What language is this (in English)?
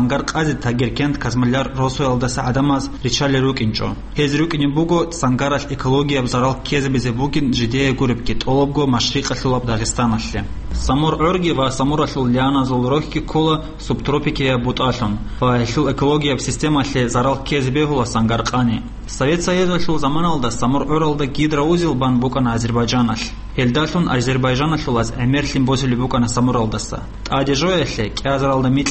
Avaric